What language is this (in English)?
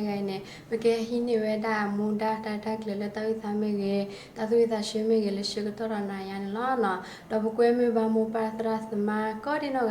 S'gaw Karen